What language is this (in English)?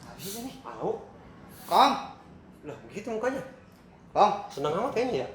Betawi